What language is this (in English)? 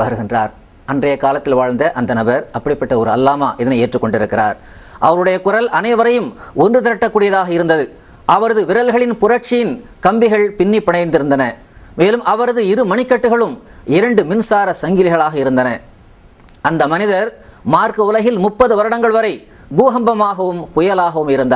Tamil